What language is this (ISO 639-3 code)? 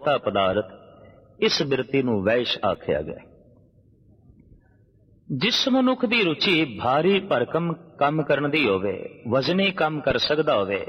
pan